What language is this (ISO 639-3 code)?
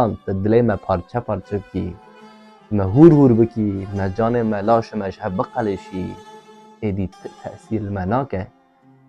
kur